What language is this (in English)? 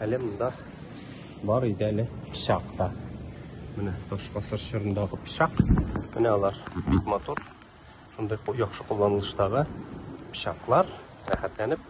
Tatar